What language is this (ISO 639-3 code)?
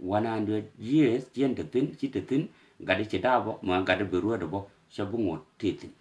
nus